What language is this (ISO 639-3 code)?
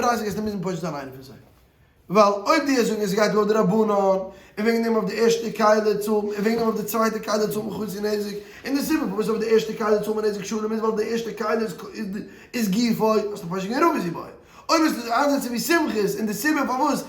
yid